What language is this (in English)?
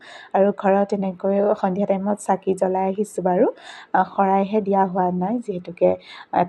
Assamese